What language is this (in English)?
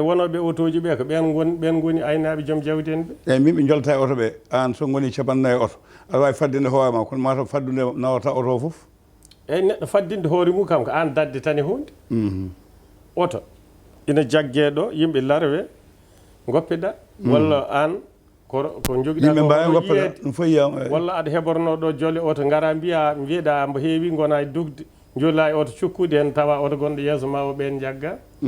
Fula